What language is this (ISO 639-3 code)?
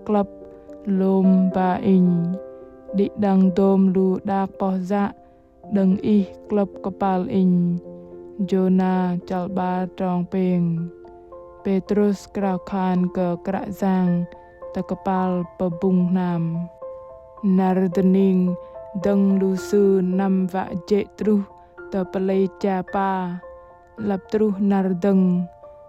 bdq